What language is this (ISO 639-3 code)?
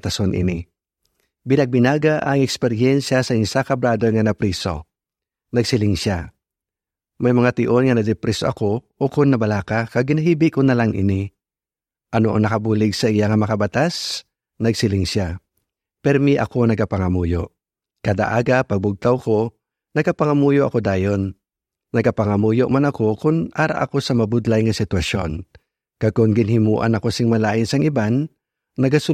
hil